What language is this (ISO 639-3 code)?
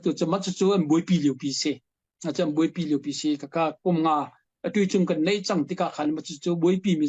cnh